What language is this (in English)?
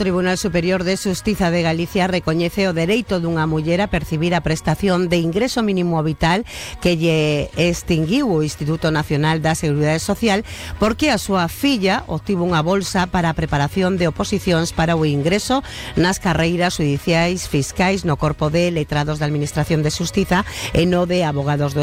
Galician